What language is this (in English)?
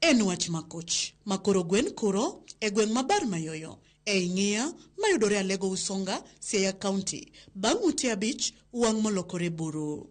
Luo (Kenya and Tanzania)